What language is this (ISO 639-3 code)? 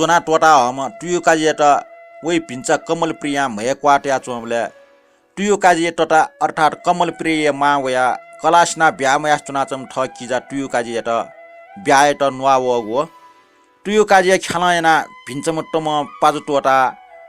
new